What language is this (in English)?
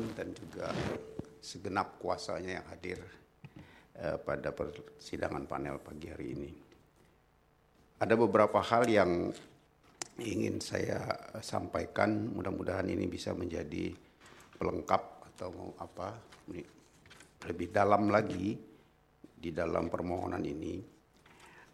Indonesian